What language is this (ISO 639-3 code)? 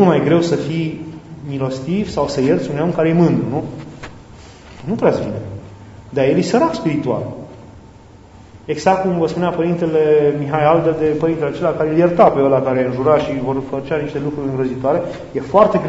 ron